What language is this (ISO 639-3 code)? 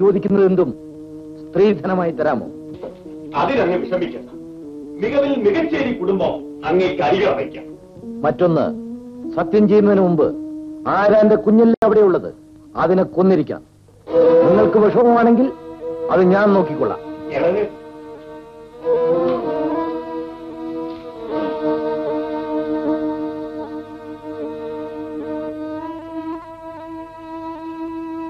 mal